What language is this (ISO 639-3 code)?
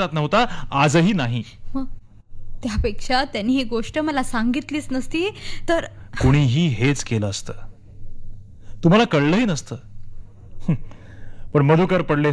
mar